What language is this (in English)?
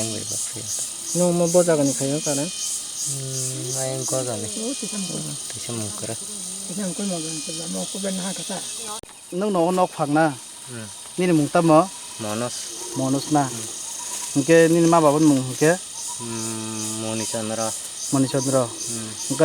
Kok Borok